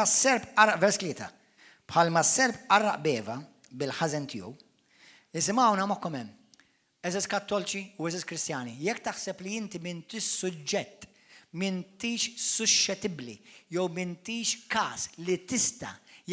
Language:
Maltese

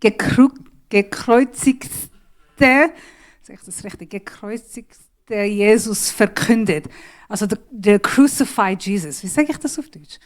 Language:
Swiss German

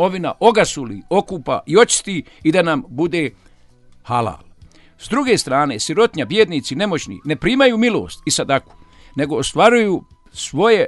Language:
Bosnian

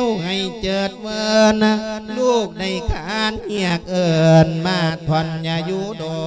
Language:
Lao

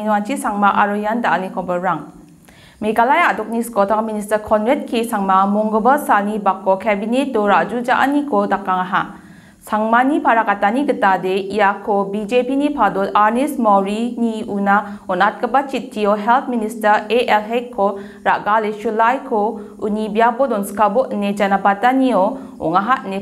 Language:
Garo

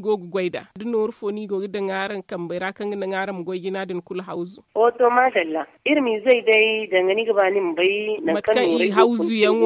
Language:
Zarma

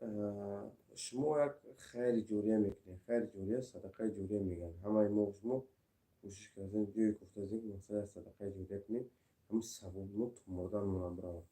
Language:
Tajik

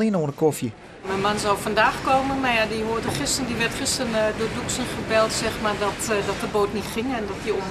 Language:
Western Frisian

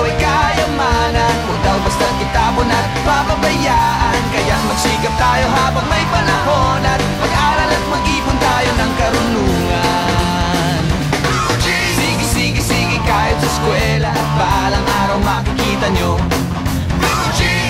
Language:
Filipino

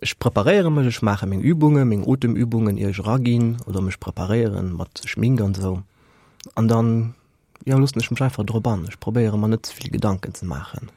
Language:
Luxembourgish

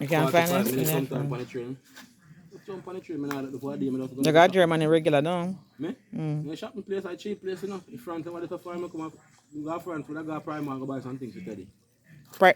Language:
Jamaican Creole English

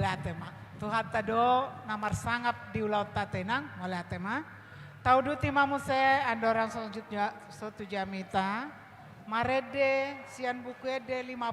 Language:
Batak Toba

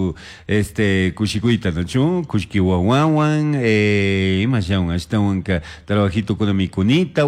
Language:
Chimborazo Highland Quichua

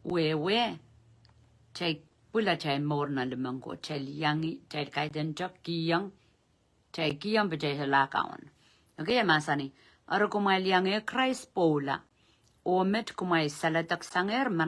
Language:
Pohnpeian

